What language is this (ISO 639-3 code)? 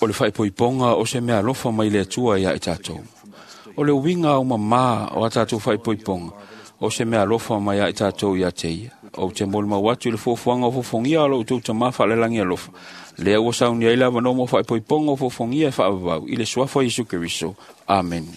smo